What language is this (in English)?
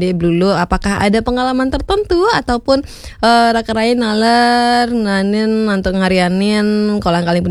Balinese